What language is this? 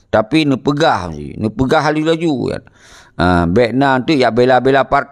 Achinese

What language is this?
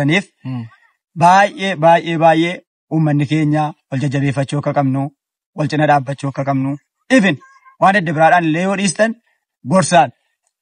Oromo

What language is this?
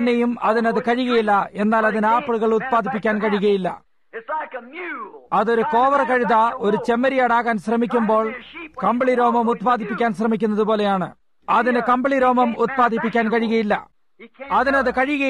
Malayalam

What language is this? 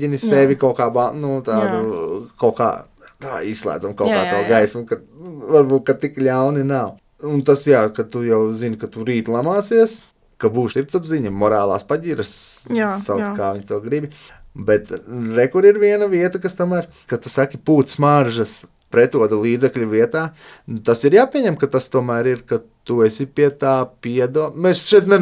Latvian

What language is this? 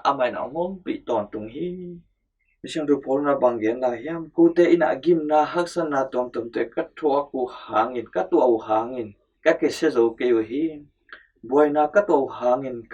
Tedim Chin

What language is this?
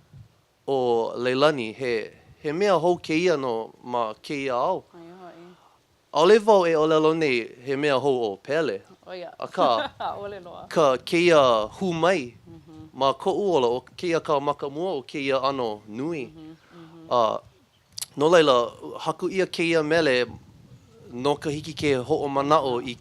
Hawaiian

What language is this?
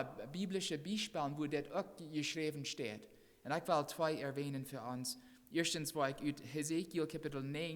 Plautdietsch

